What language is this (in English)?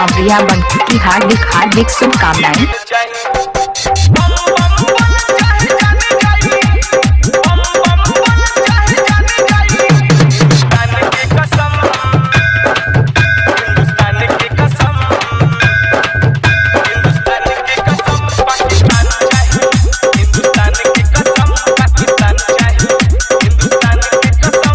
Bhojpuri